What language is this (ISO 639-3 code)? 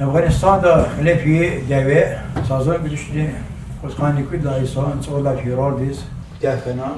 lez